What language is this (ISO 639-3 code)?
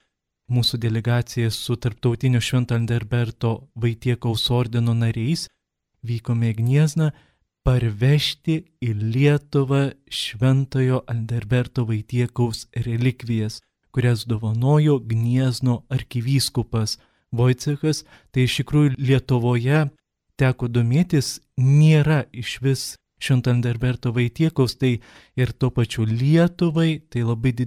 lit